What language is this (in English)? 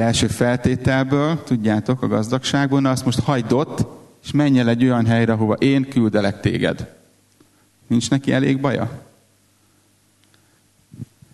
Hungarian